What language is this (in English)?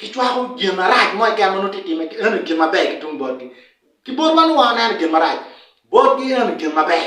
Acoli